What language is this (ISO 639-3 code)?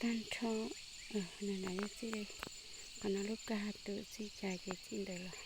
hmn